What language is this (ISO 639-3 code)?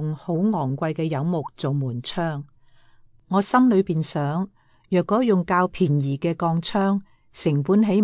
yue